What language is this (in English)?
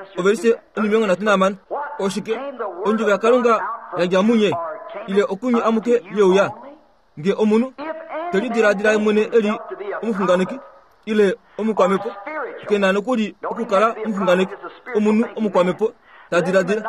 Kuanyama